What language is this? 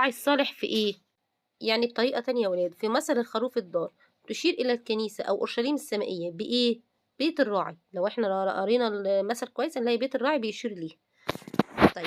Egyptian Arabic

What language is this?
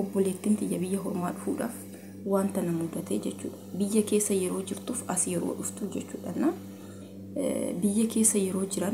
Oromo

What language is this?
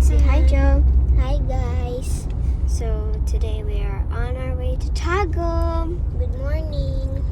Cebuano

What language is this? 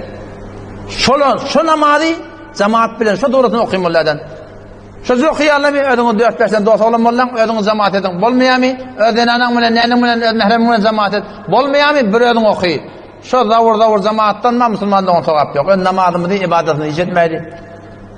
Turkmen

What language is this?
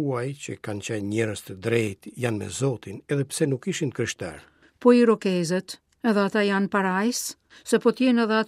Albanian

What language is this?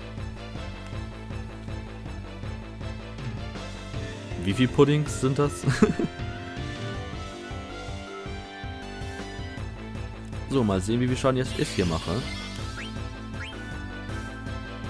German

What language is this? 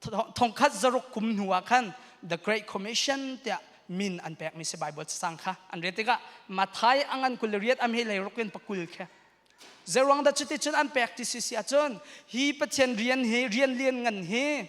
Hakha Chin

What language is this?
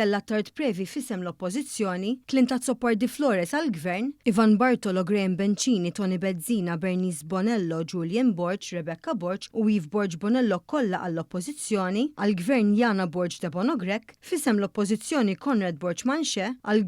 Maltese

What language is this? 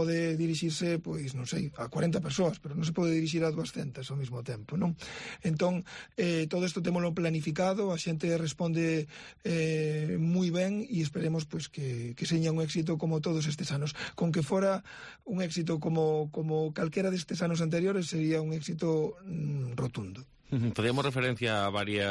Galician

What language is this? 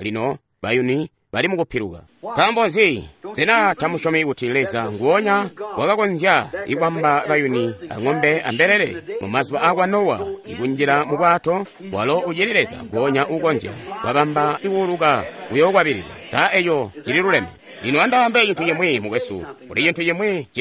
Tonga (Zambia)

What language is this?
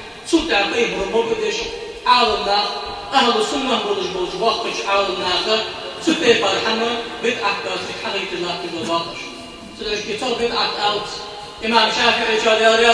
Ingush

